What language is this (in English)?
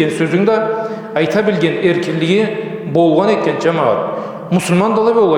Karachay-Balkar